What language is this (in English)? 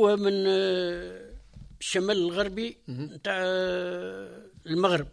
Tunisian Arabic